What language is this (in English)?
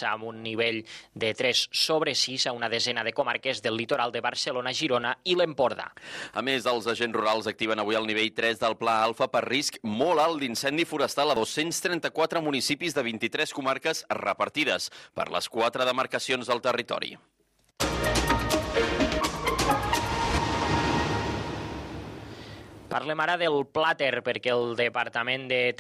Catalan